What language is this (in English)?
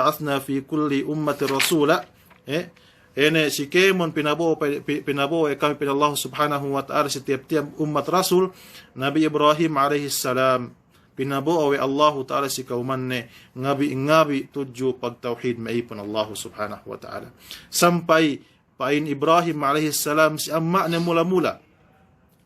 Yakan